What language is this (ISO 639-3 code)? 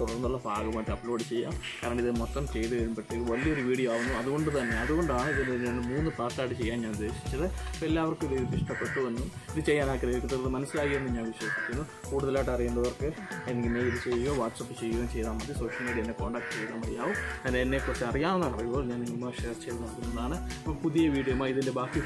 mal